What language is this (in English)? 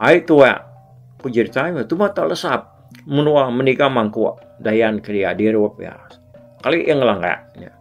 Iban